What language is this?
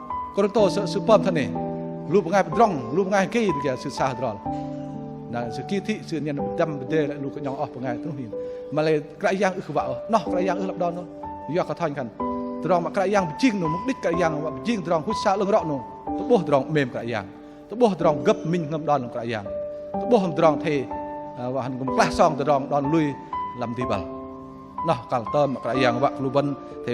Bahnar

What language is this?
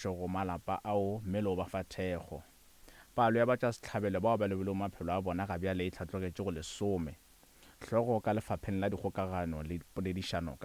Northern Sotho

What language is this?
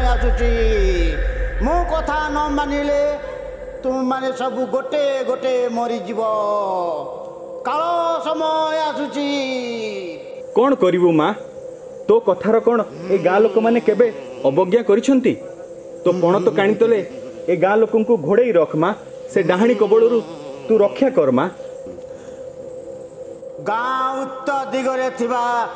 Odia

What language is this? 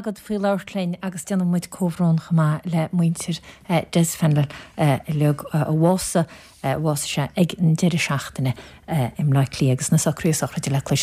Irish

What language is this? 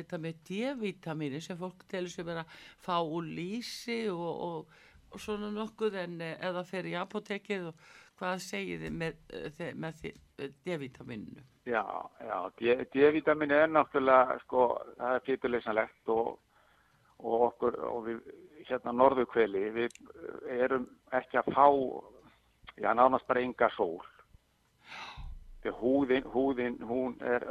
Icelandic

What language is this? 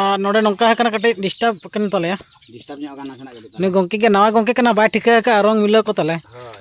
Santali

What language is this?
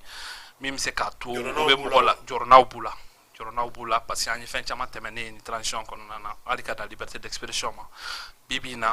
Bambara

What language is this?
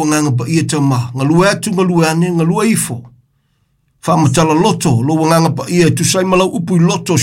Samoan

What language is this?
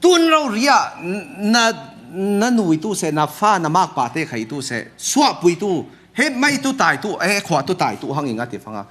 Falam Chin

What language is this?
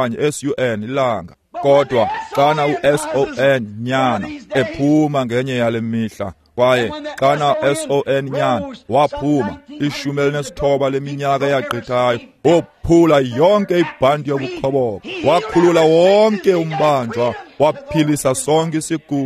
Xhosa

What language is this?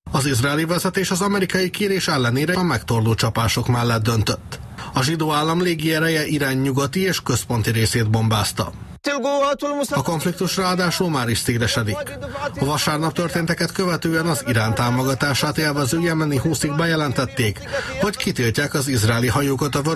Hungarian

